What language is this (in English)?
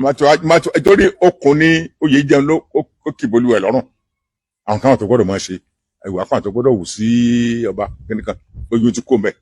Yoruba